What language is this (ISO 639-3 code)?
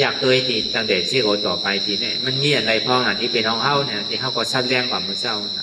shn